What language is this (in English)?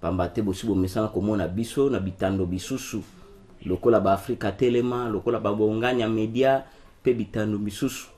Lingala